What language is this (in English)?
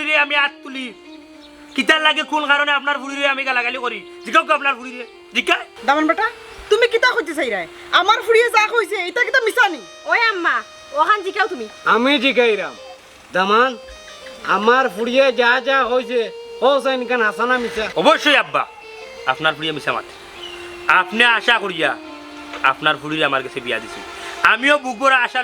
Sylheti